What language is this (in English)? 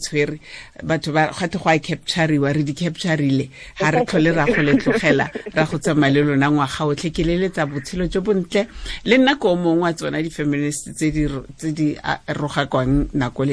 Tswana